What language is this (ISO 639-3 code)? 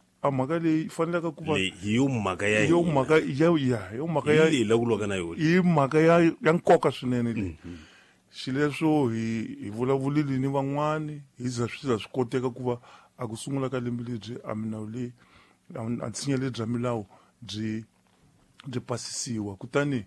tso